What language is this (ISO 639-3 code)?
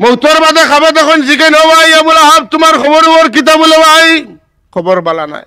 syl